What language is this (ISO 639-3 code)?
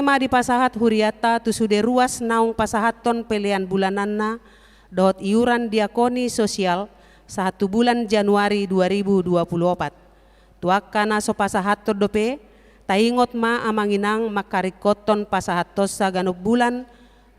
bbc